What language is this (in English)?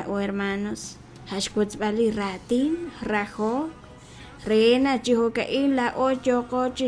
Kekchí